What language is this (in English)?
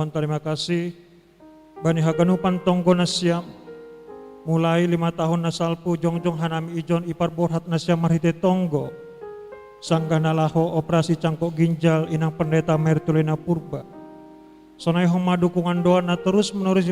Batak Simalungun